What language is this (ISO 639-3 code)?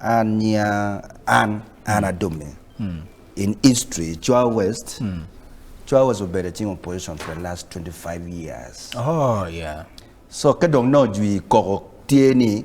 ach